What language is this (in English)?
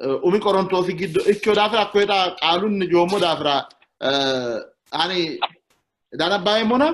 Sidamo